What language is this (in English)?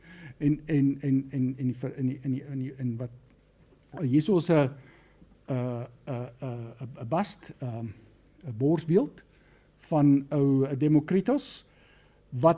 Afrikaans